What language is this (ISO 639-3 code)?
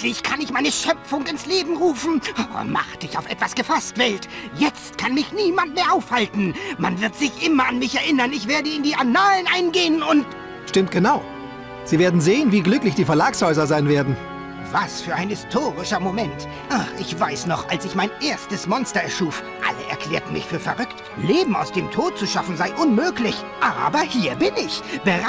bar